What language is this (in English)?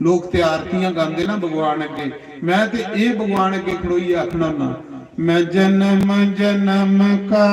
Dogri